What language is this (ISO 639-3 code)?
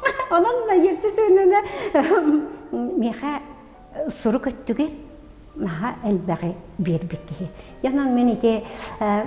sah